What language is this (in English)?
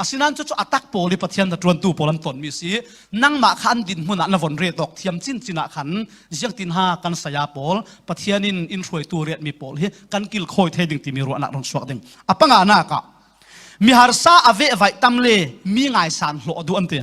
Falam Chin